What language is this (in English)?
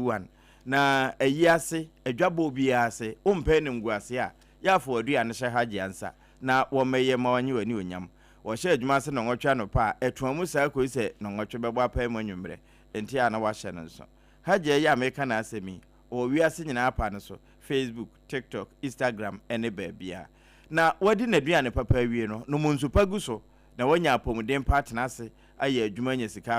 Akan